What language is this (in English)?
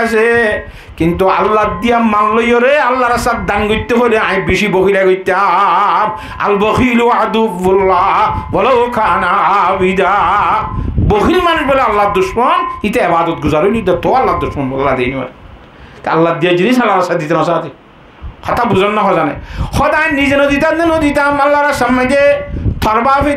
Rohingya